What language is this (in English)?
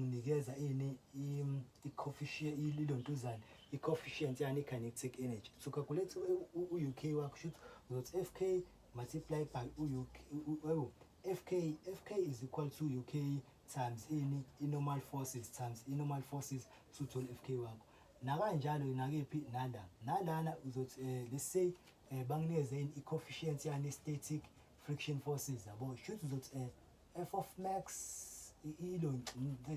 Zulu